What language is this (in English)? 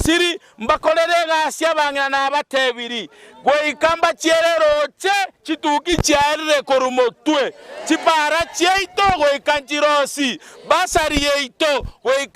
Gusii